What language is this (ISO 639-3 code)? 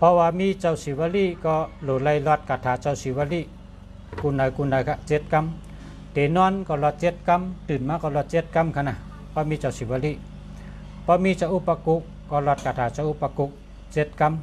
shn